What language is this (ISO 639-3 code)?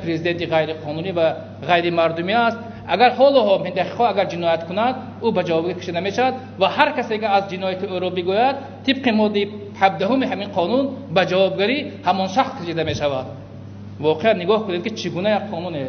tgk